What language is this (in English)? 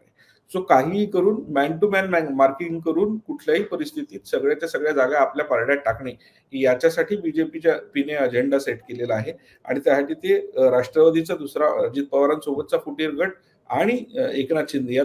Marathi